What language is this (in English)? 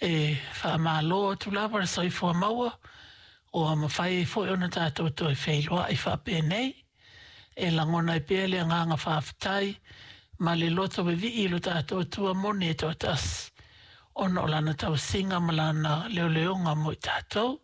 Samoan